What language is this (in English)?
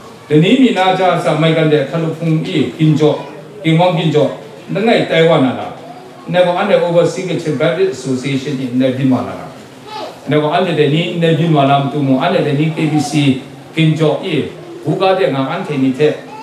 Kachin